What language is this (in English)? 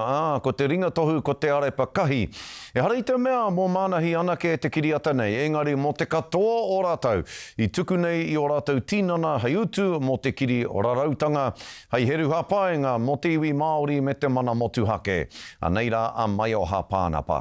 Māori